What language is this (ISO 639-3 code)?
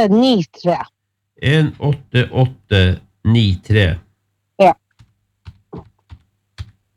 nor